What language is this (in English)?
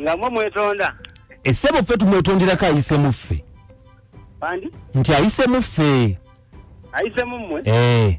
Ganda